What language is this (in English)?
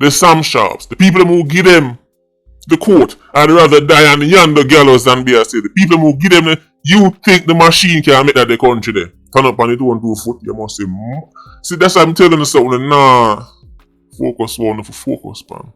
Jamaican Creole English